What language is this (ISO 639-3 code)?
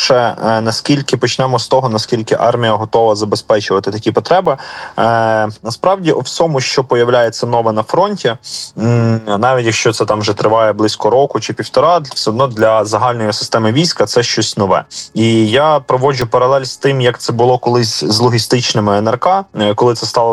ukr